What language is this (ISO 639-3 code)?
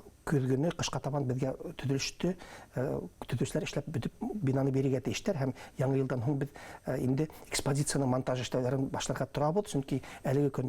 bak